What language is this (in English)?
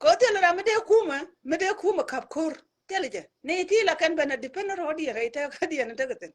Nuer